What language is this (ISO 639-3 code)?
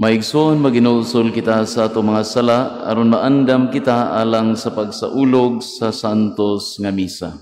ceb